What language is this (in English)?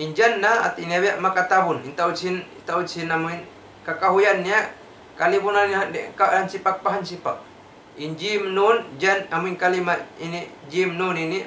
Tausug